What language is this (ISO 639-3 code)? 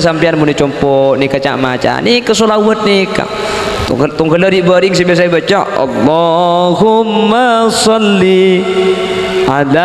mad